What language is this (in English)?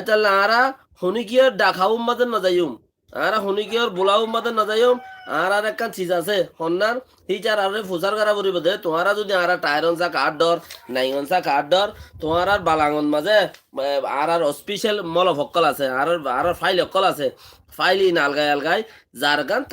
Rohingya